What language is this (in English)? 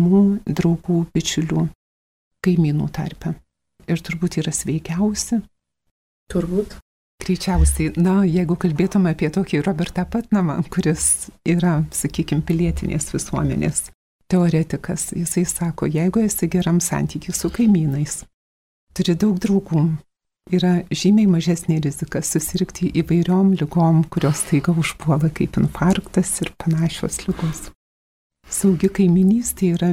Lithuanian